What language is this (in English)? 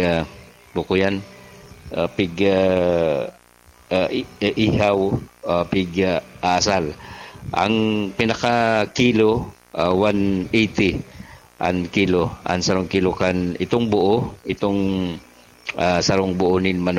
Bikol